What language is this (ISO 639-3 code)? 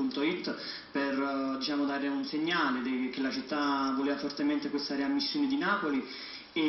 ita